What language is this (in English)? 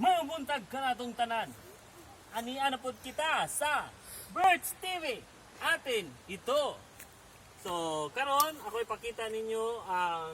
Cebuano